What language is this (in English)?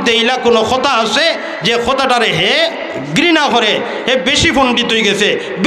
Sylheti